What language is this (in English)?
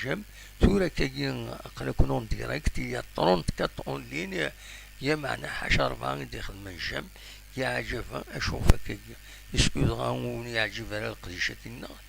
Kabyle